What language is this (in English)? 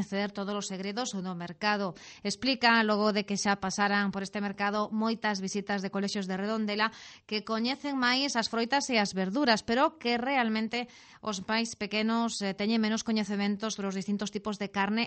Galician